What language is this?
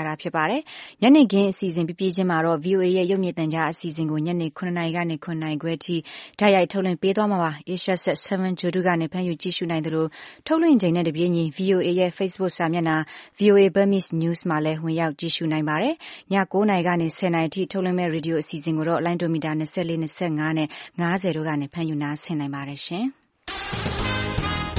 Burmese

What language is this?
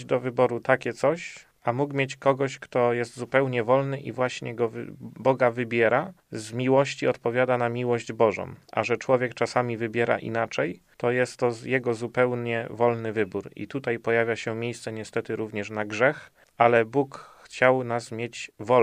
Polish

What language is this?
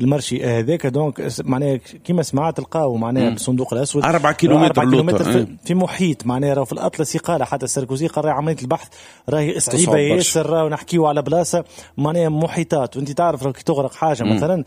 Tunisian Arabic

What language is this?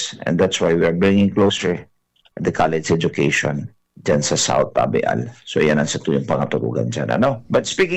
Bikol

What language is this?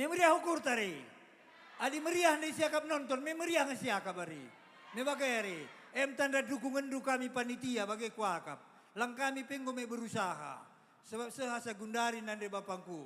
Batak Karo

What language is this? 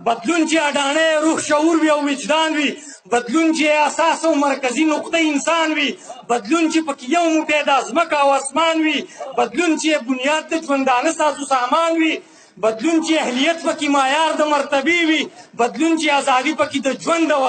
Pashto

